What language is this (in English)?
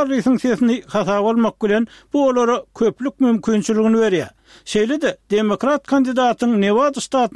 Turkmen